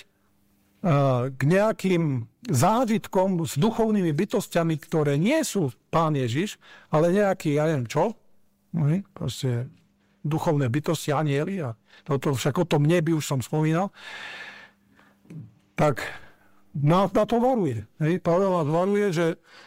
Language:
Slovak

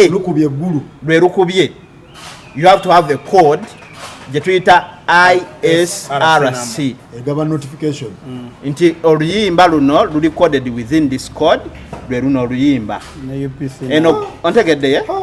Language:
Ganda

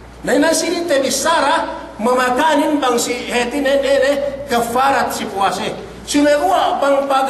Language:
Yakan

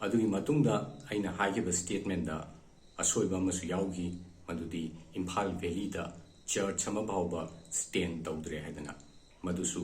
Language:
Manipuri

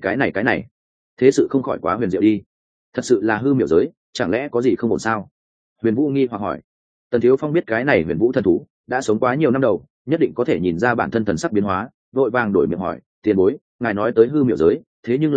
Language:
Vietnamese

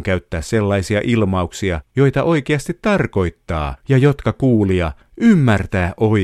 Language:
Finnish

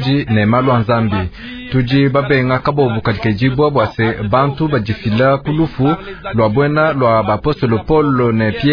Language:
Luba-Lulua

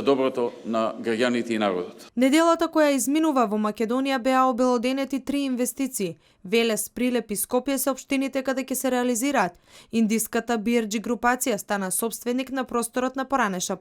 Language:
Macedonian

